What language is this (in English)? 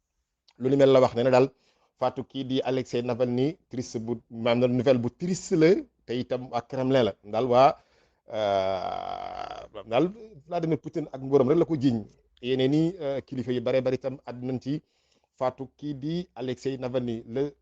Wolof